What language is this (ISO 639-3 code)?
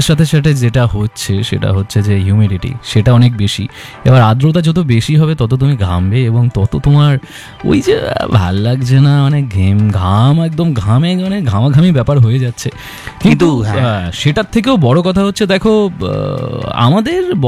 ben